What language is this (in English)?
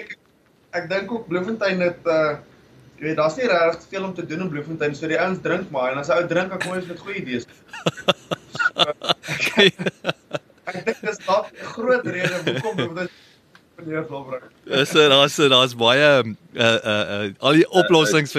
Afrikaans